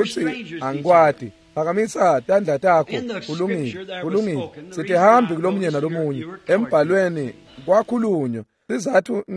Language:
Swati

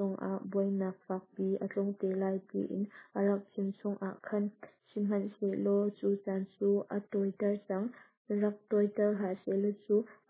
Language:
Hakha Chin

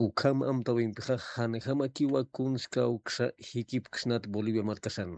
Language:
Aymara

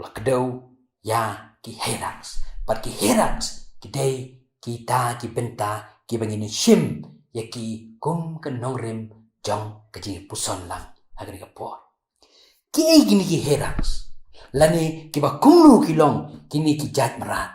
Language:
Khasi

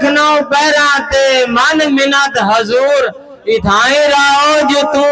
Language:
Saraiki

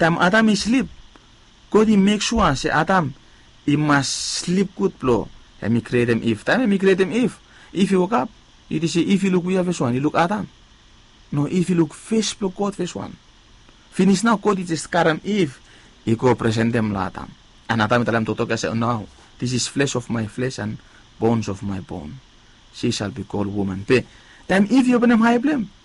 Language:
Bislama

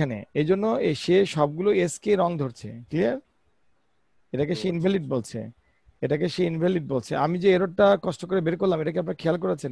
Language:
Bangla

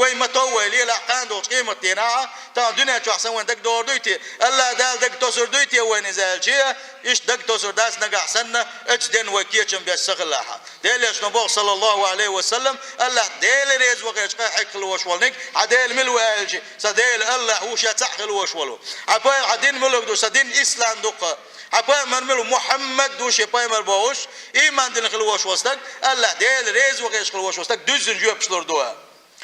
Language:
Chechen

